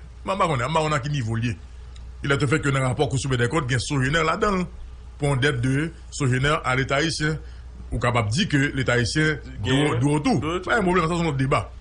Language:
Haitian Creole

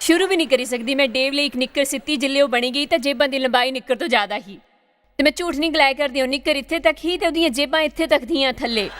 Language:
Dogri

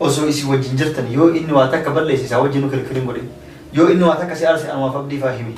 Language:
Oromo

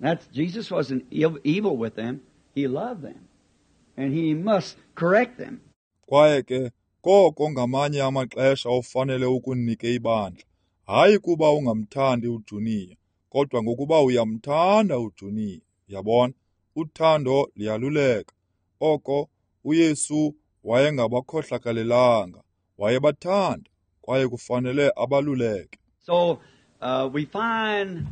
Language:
Xhosa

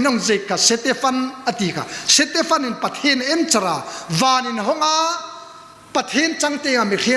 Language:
Hmar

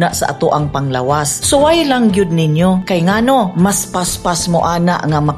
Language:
Cebuano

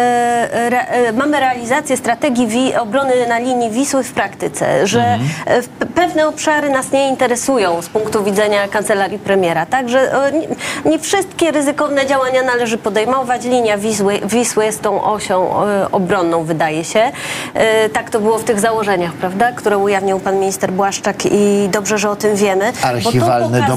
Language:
Polish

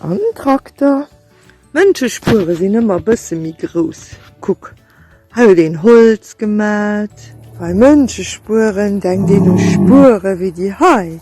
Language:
Luxembourgish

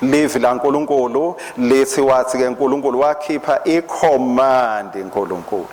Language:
Swati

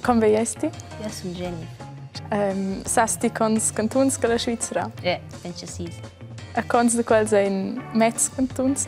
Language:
Romansh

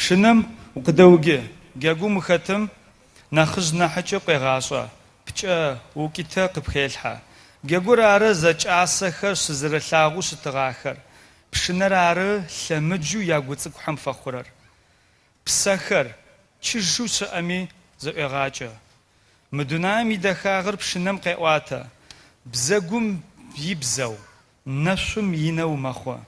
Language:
Adyghe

